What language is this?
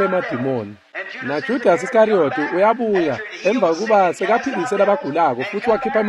Swati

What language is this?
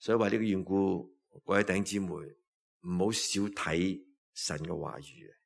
Cantonese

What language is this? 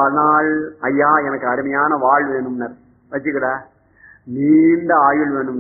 Tamil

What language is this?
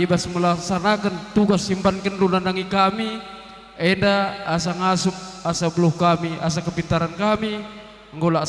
Batak Karo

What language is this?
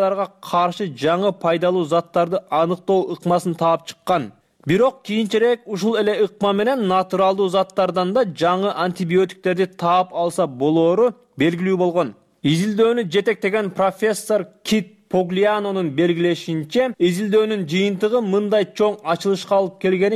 Kyrgyz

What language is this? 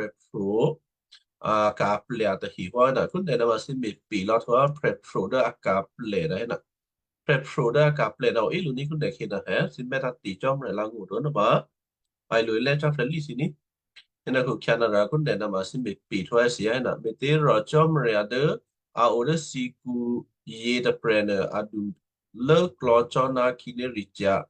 Western Kayah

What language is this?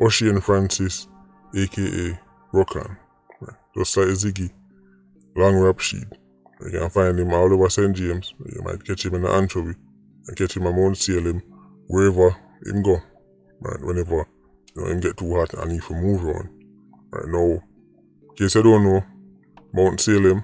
Jamaican Creole English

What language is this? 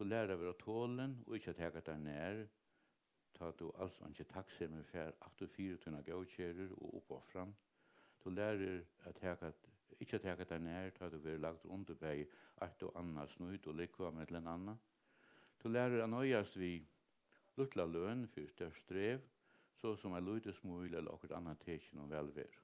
Faroese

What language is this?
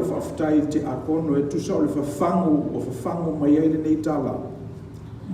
Samoan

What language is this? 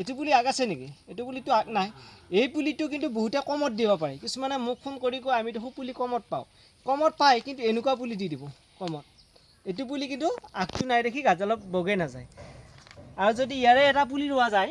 Assamese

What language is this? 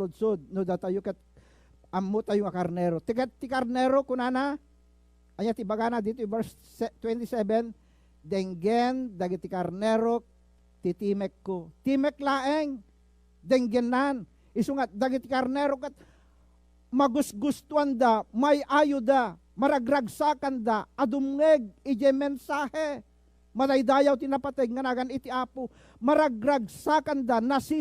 Iloko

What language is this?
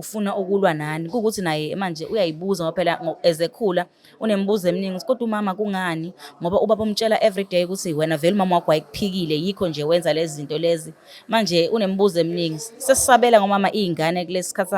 Zulu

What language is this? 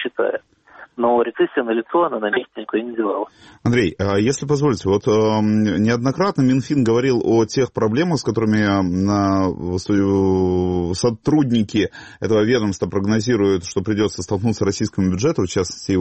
Russian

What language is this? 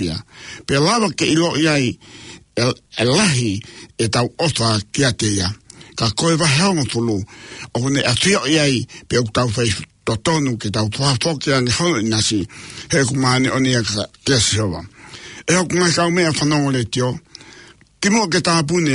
Tongan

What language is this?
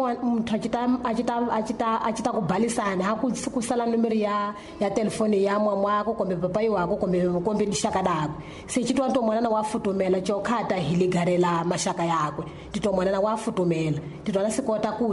Tsonga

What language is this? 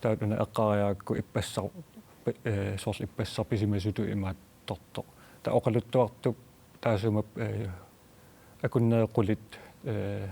Kalaallisut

